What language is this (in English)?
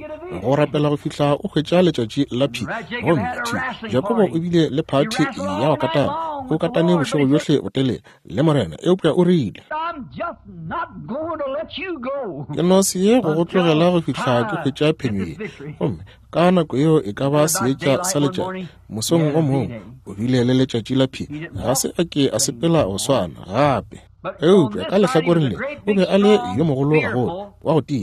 Northern Sotho